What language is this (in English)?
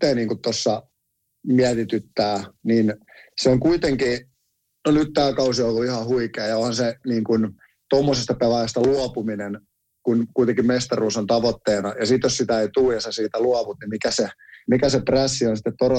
Finnish